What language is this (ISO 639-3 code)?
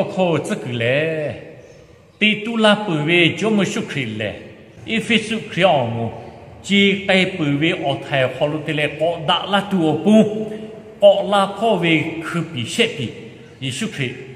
lhu